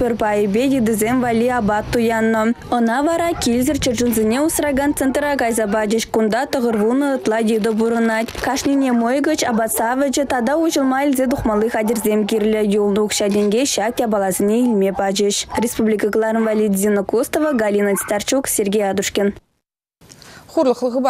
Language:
Chuvash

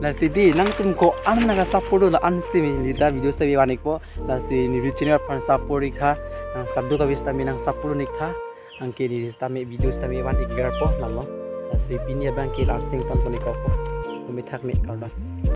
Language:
Karbi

